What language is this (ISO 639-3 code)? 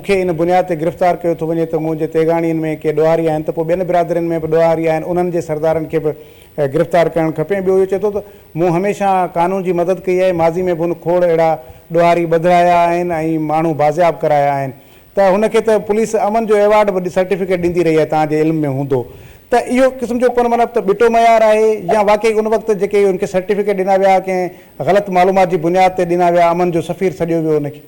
snd